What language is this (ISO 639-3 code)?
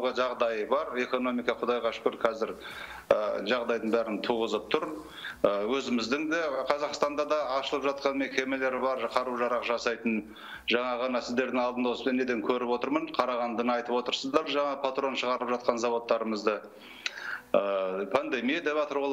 kaz